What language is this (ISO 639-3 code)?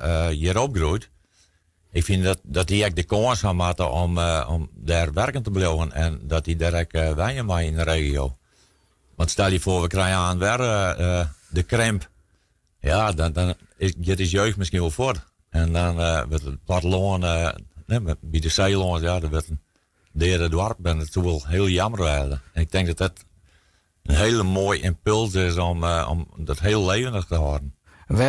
fry